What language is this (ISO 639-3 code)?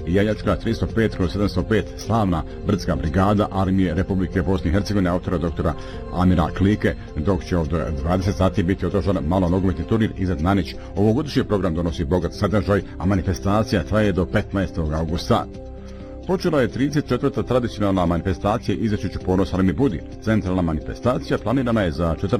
bos